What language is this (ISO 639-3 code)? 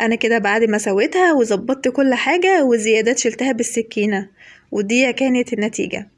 arz